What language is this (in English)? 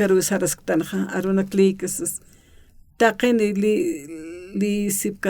Aymara